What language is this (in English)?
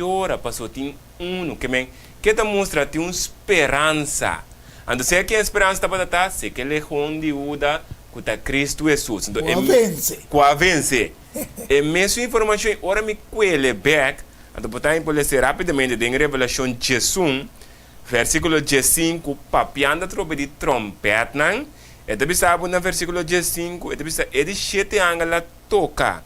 Papiamento